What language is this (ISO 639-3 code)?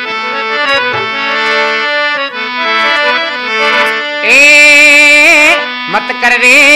hin